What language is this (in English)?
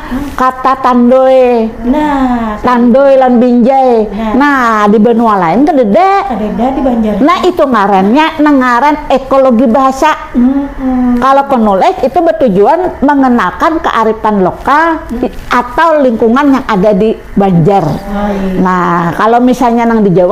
Banjar